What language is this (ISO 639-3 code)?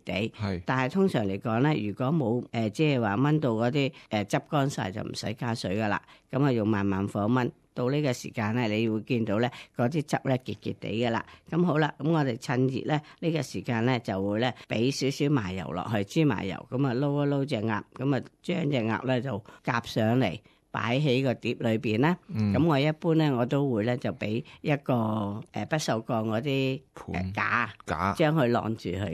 yue